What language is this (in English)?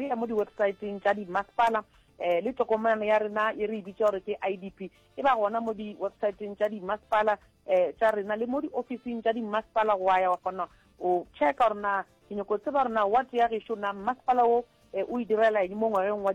Northern Sotho